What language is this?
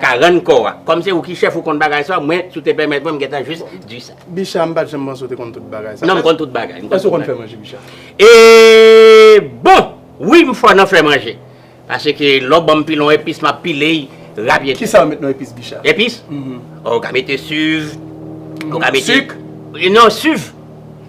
Haitian Creole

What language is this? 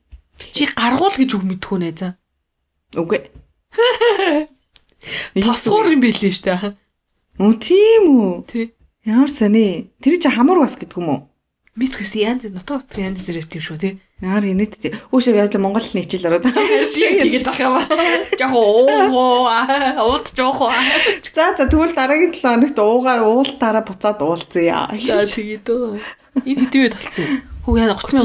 Mongolian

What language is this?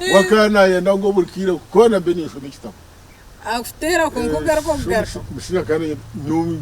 Nyankole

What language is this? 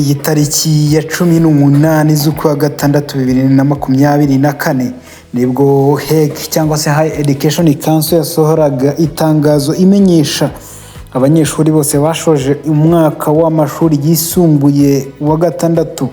Kinyarwanda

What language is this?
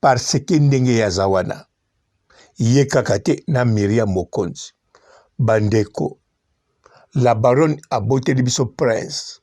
Lingala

